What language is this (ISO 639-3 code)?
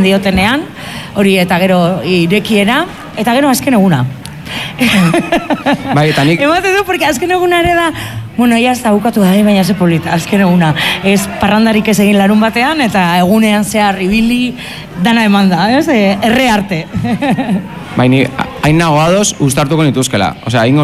eus